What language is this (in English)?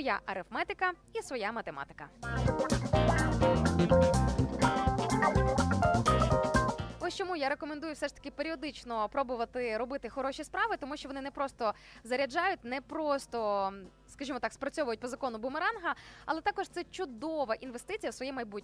Ukrainian